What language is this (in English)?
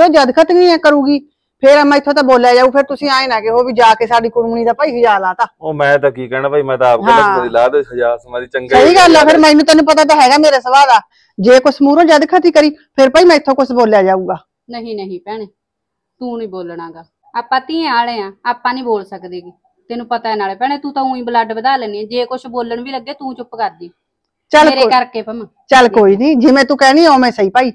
Punjabi